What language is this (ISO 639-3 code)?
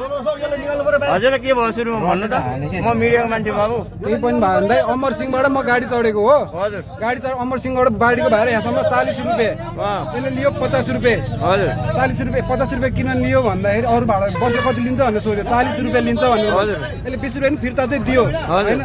nep